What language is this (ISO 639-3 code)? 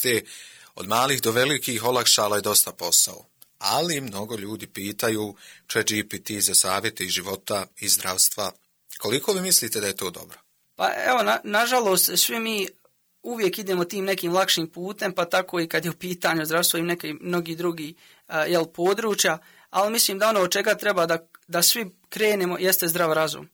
hrv